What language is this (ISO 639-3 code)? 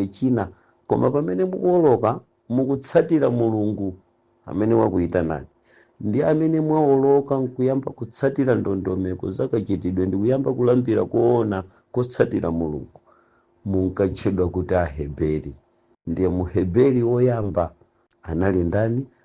nya